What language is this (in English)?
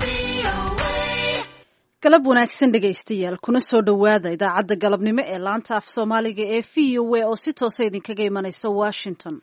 Somali